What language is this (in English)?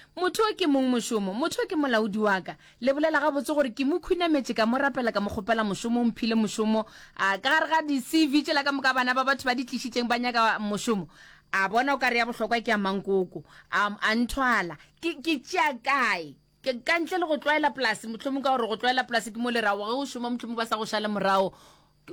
Northern Sotho